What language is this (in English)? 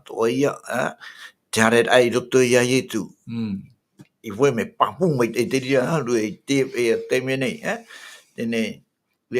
Tahitian